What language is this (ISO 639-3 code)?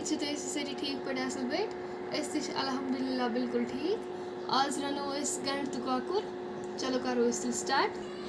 kas